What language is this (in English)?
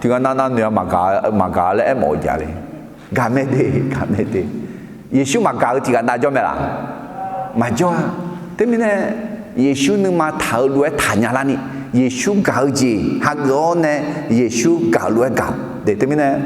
Akha